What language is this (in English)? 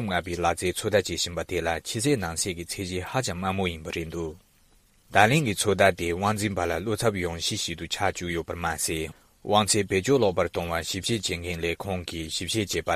Tibetan